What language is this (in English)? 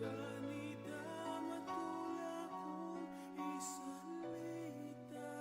Pampanga